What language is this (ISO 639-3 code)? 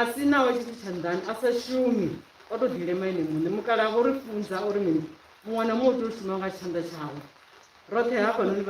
ven